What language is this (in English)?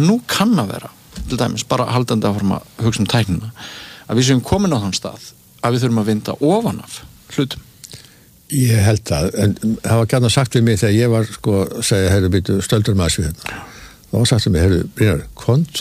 Icelandic